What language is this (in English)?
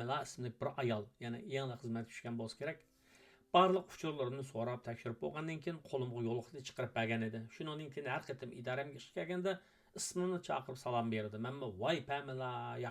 Uyghur